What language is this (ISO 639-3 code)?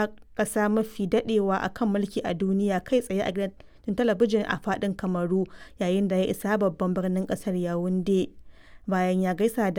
hau